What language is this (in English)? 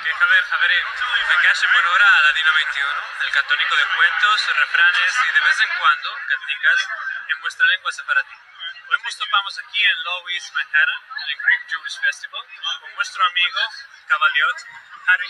Ladino